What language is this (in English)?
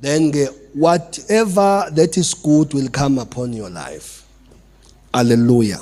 Zulu